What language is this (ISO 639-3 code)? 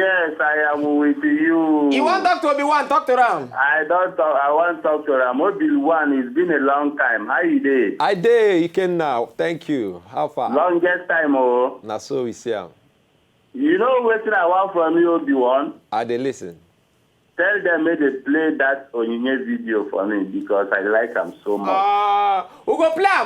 pcm